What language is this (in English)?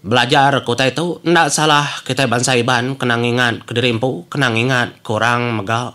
Iban